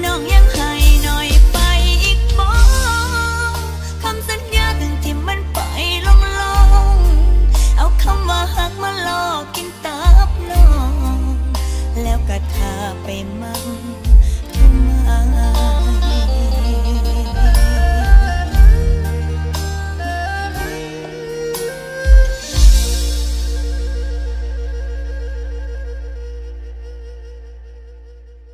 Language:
Thai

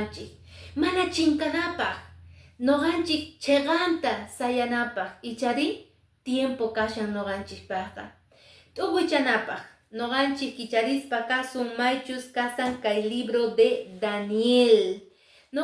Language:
Quechua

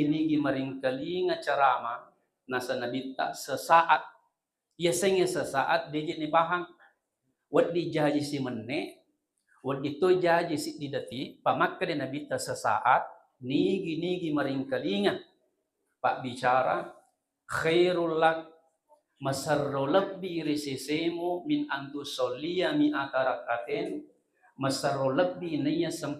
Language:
Buginese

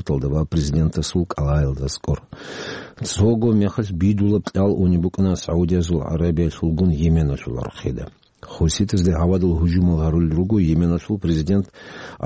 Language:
Avaric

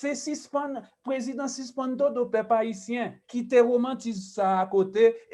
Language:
Haitian Creole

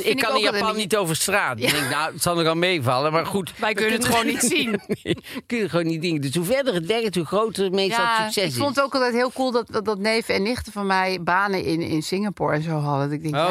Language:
Dutch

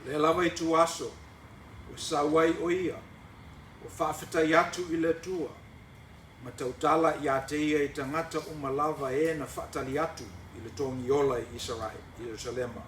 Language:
Samoan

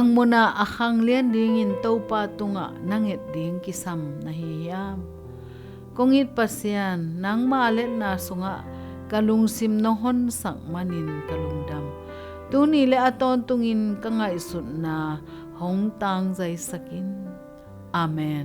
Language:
Tedim Chin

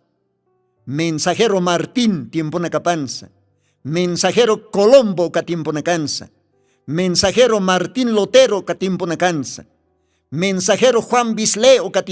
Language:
Aymara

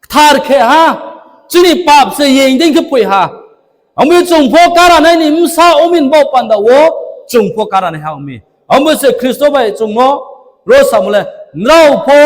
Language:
Riang (India)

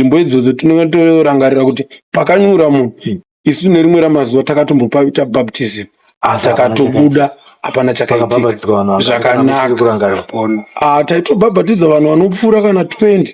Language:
Shona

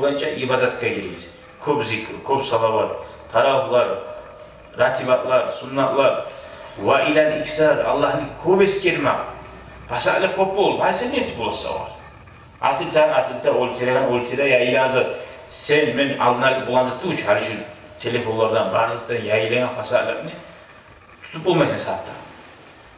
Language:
Kumyk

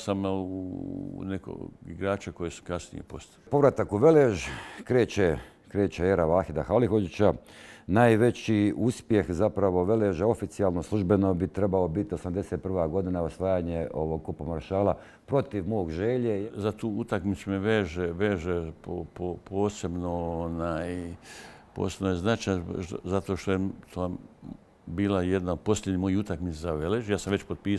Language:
Bosnian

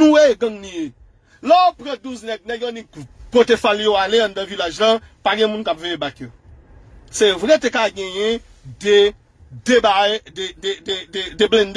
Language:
Haitian Creole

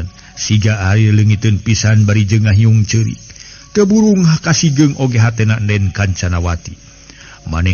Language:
Sundanese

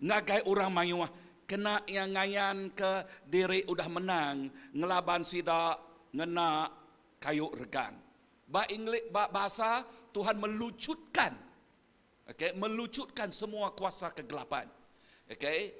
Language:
Iban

